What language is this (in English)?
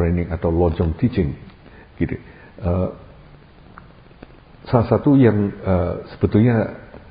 Indonesian